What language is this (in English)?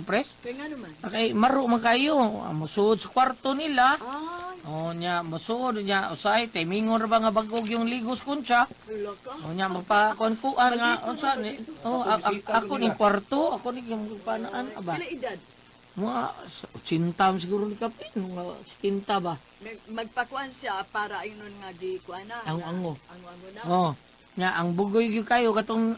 Cebuano